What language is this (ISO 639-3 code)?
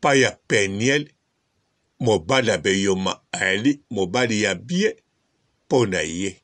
lin